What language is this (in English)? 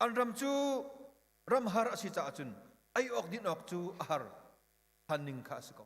Hakha Chin